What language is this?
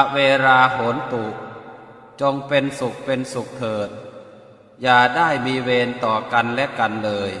Pali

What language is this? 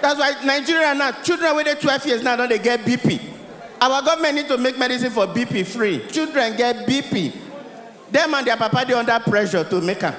Nigerian Pidgin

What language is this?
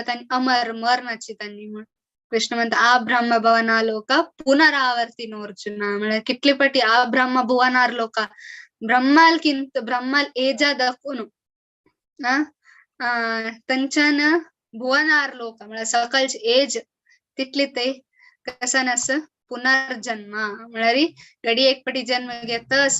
Konkani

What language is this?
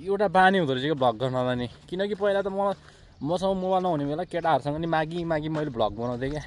Nepali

